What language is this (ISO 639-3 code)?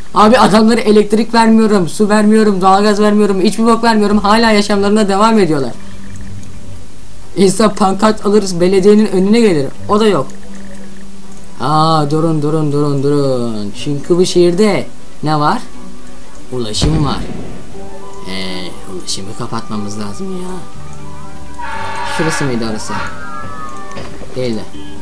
tur